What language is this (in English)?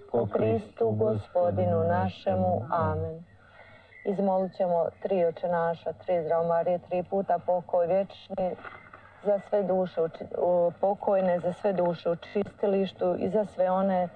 Croatian